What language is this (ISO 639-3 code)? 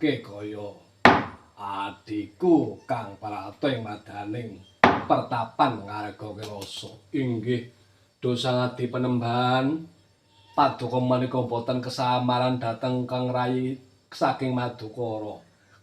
jav